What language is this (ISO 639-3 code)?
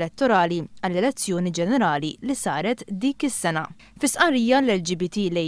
mlt